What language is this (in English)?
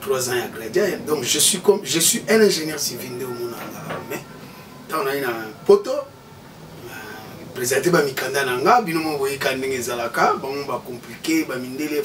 Lingala